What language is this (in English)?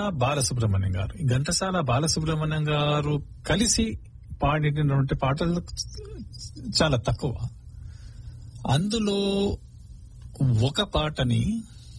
Telugu